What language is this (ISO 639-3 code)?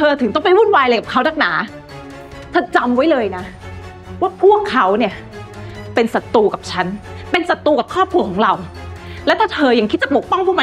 tha